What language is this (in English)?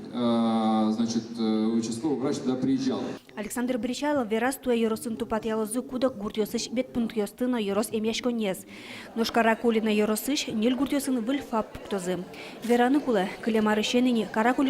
Udmurt